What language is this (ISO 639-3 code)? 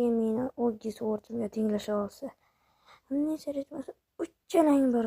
uzb